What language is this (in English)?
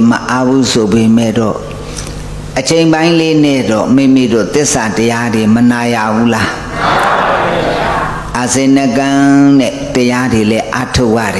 Burmese